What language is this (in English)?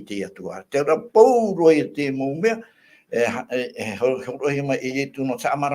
Tahitian